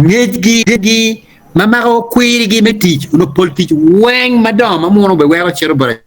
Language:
Acoli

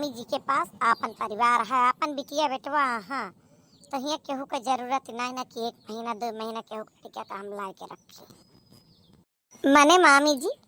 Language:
Awadhi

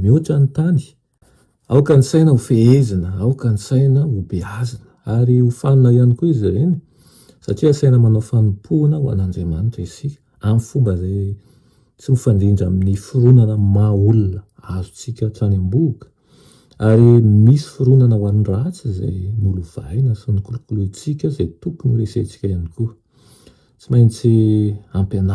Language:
Malagasy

